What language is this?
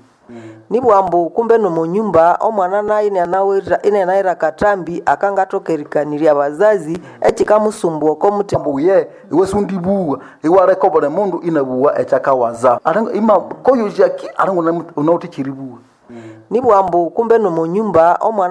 Nande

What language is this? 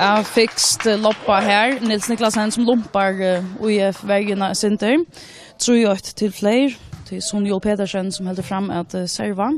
Faroese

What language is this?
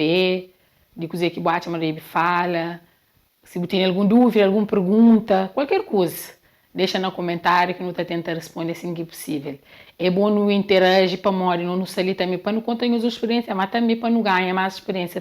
Kabuverdianu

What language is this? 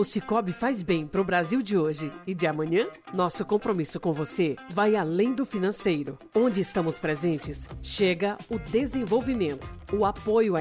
Portuguese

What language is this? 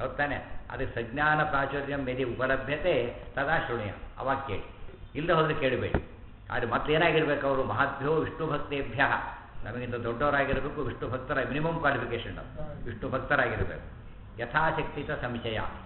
Kannada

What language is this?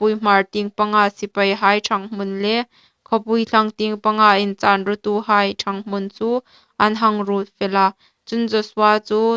Hmar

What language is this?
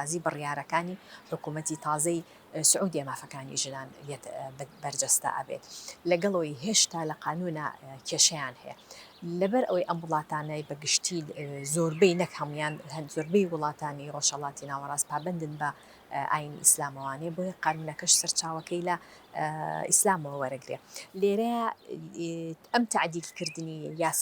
Central Kurdish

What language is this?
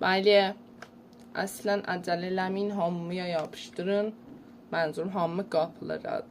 South Azerbaijani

